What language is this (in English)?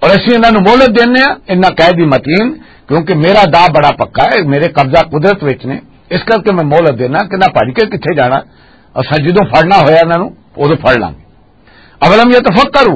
Western Panjabi